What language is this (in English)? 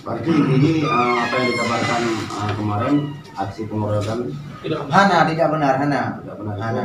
Achinese